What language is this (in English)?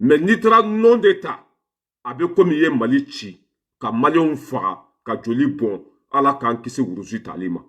Bambara